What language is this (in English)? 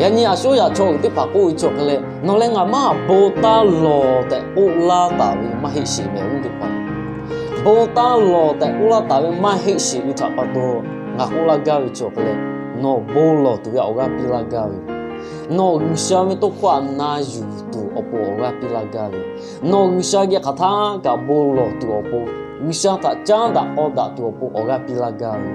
Lahu